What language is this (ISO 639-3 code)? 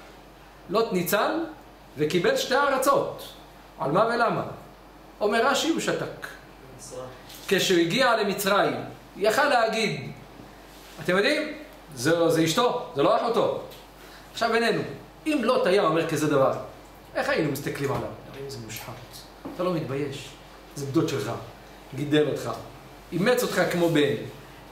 heb